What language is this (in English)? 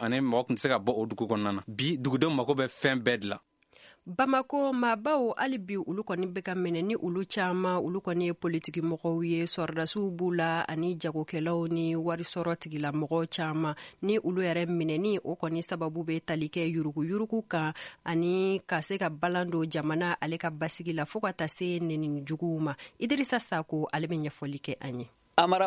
Bambara